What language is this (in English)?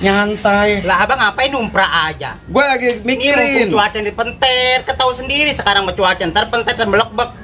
Betawi